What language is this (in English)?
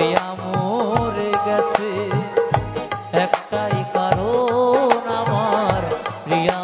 Bangla